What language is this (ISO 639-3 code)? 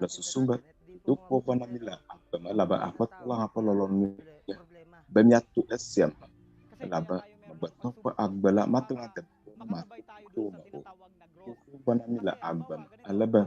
ewe